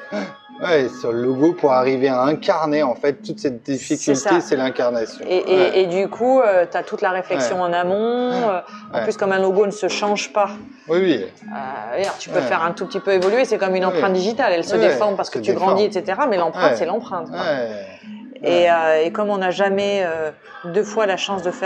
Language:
French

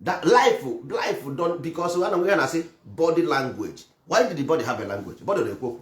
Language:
Igbo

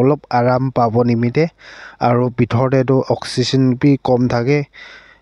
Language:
Naga Pidgin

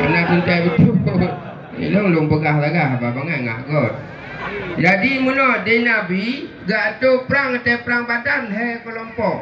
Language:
Achinese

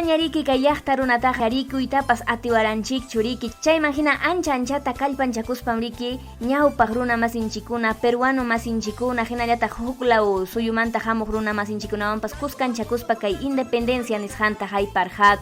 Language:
Ayacucho Quechua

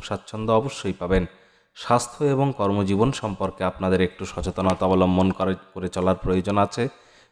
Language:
Bangla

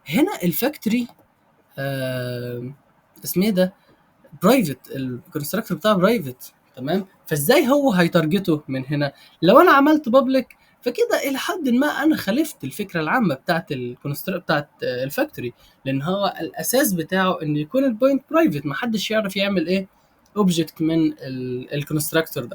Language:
Egyptian Arabic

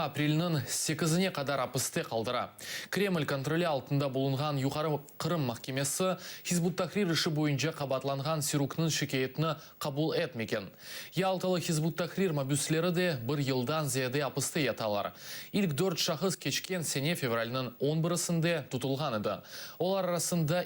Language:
Crimean Tatar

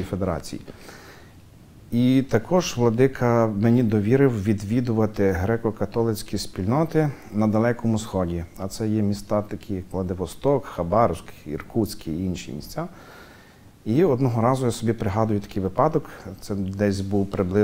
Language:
Ukrainian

